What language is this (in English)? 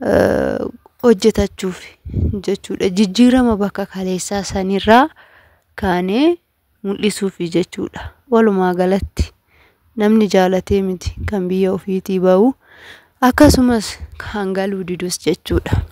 Oromo